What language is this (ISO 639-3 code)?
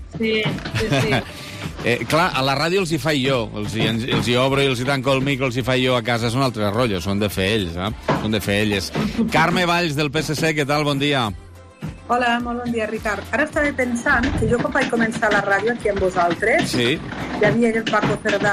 cat